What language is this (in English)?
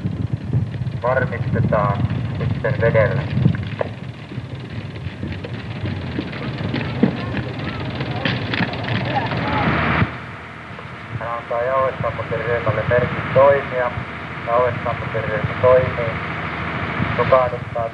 Finnish